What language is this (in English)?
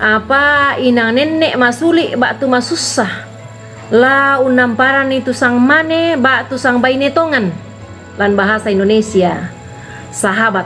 Toraja-Sa'dan